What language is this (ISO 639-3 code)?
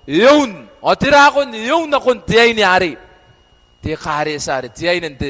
gil